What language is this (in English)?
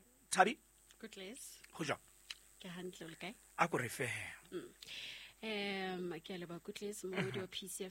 Southern Sotho